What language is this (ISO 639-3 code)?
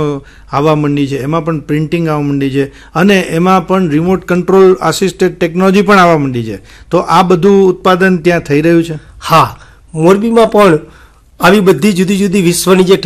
guj